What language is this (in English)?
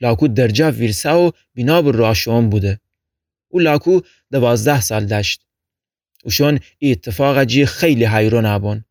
Gilaki